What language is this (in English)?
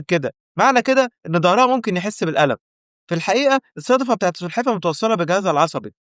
Egyptian Arabic